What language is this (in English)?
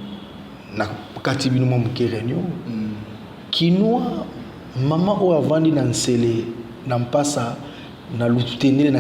Lingala